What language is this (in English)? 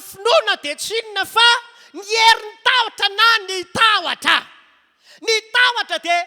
Malagasy